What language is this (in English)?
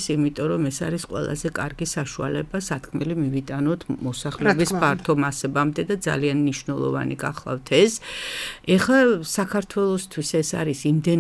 Georgian